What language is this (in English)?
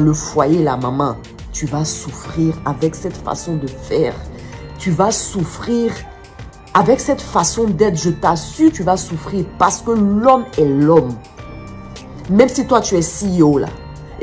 French